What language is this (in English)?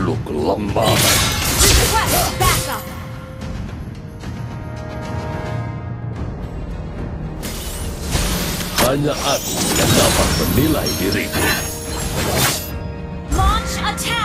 Indonesian